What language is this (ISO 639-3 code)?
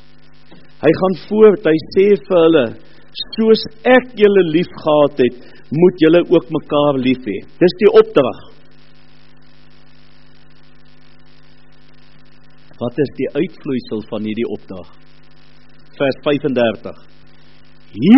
afr